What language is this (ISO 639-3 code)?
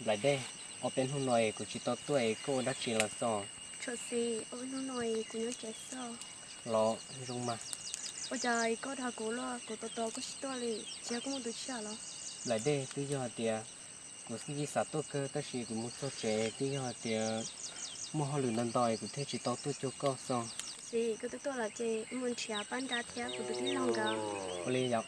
hmn